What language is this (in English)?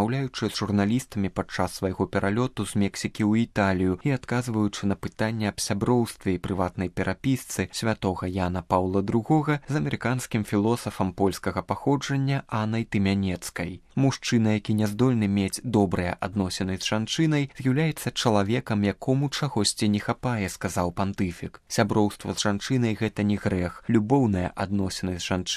Belarusian